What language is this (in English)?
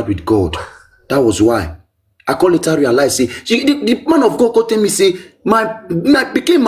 Nigerian Pidgin